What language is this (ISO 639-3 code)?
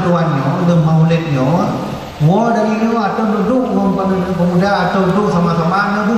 ace